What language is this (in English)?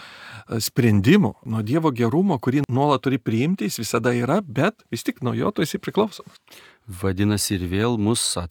Lithuanian